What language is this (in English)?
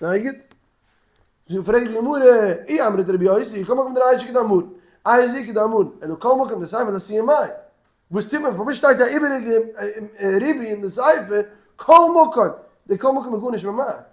Yiddish